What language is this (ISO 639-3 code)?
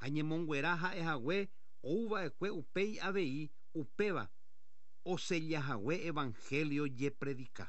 grn